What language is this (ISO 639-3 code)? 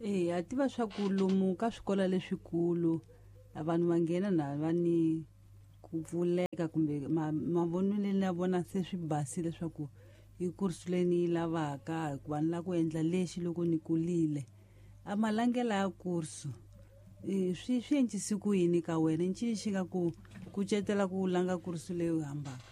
tso